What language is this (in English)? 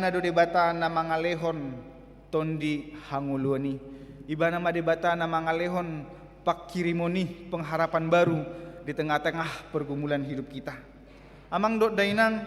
Batak Toba